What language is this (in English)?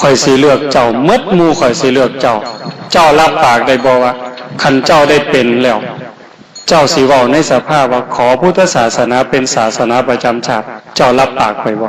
Northeastern Thai